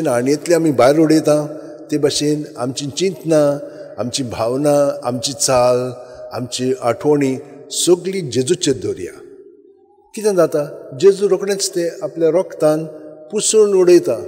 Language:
Konkani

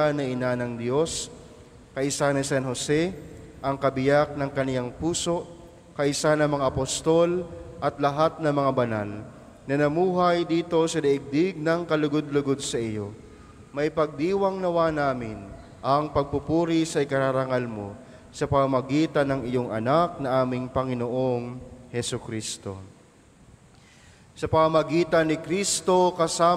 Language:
Filipino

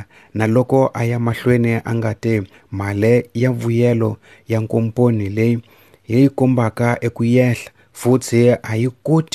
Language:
Tsonga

